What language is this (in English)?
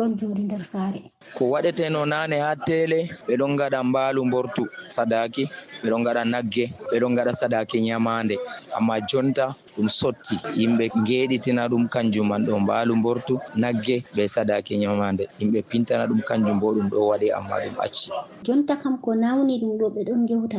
Fula